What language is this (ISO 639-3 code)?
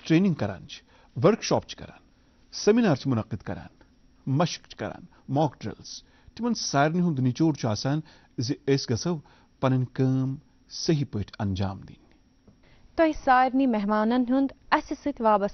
kas